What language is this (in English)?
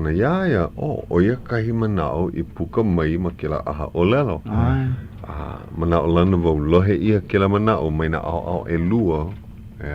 Hawaiian